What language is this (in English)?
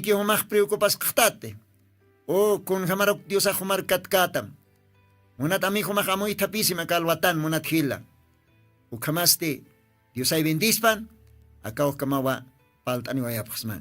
Aymara